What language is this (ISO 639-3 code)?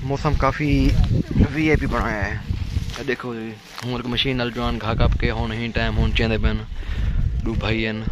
skr